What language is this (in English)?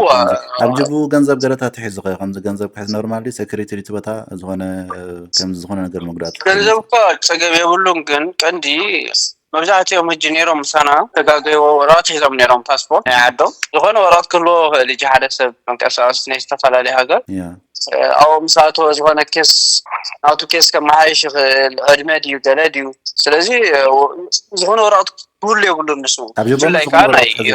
Tigrinya